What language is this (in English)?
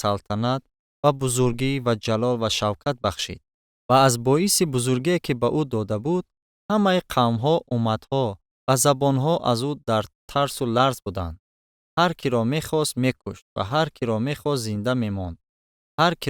Tajik